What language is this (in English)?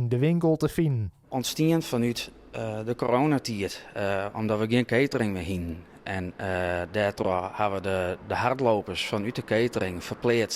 Western Frisian